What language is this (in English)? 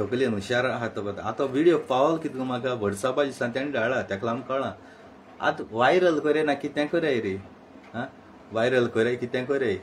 Konkani